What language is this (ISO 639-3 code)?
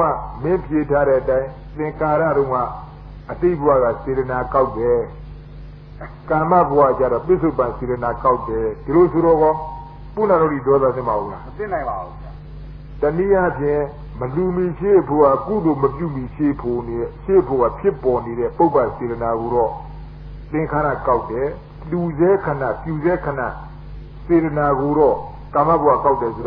mya